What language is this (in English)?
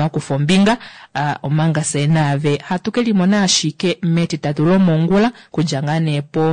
Kuanyama